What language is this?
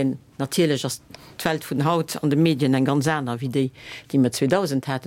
Luxembourgish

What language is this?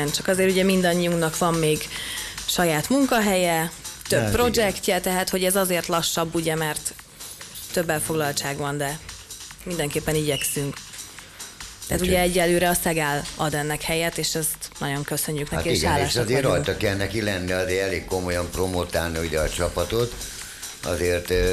Hungarian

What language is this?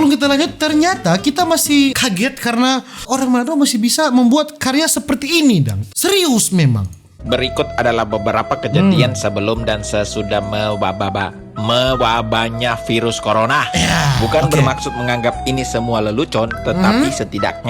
Manado Malay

